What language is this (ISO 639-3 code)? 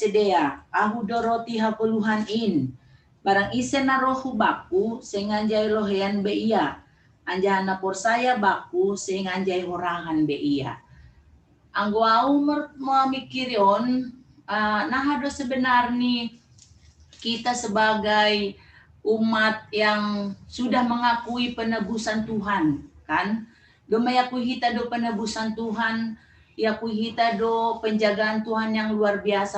bts